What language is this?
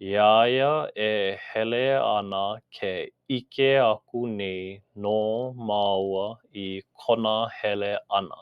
Hawaiian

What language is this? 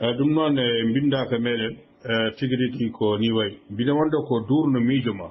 Fula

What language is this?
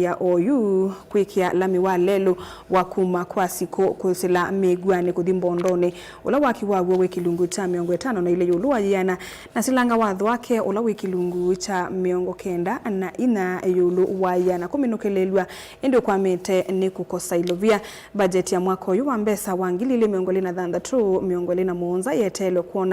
Kamba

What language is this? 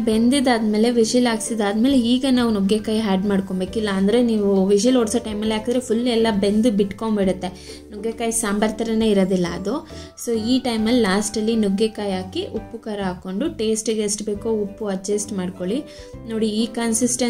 Kannada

